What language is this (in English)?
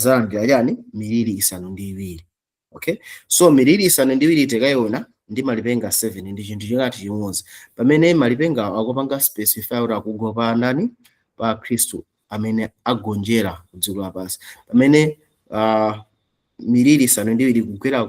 Nyanja